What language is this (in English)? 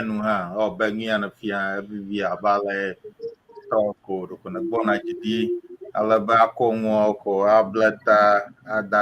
Ewe